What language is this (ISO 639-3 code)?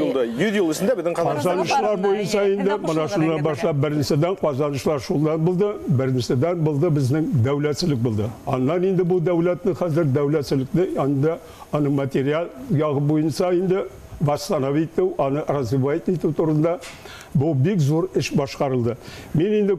bak